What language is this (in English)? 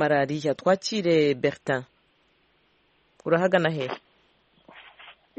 Kinyarwanda